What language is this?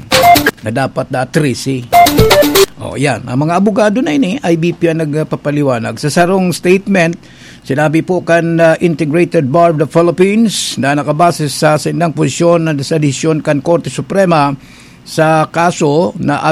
Bikol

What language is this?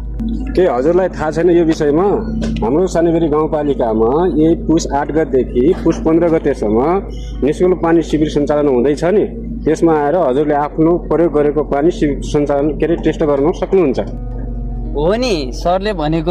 Nepali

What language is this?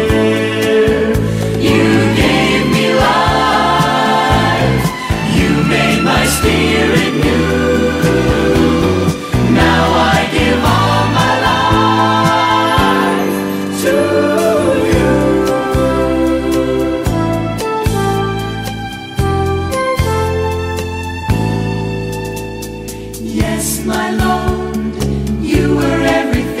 English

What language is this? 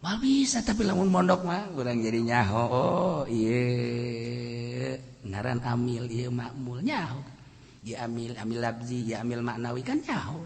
Sundanese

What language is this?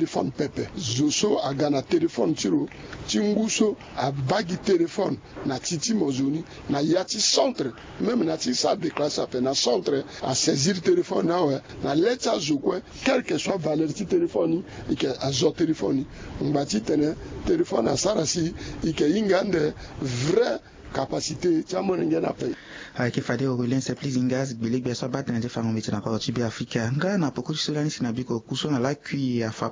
Sango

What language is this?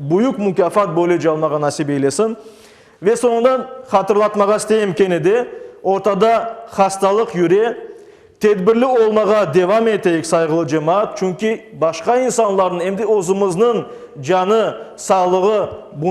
Crimean Tatar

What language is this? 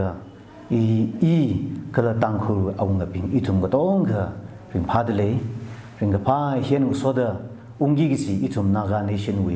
Tangkhul Naga (India)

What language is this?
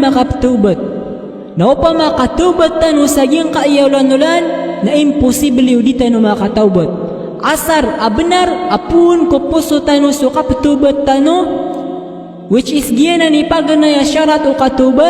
Maranao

